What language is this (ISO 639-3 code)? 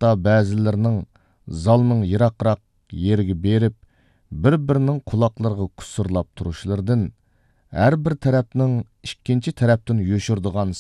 uig